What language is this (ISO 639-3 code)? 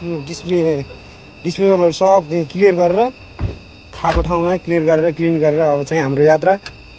nep